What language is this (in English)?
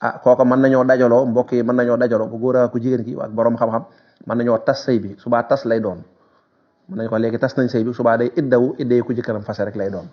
Wolof